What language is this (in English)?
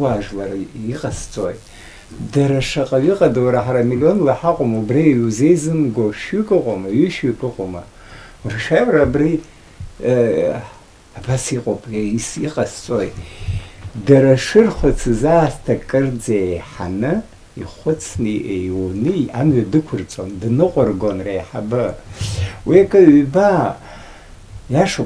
Abkhazian